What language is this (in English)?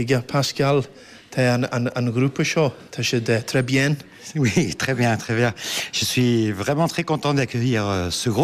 Irish